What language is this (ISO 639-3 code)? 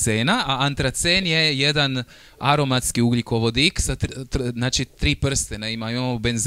hrv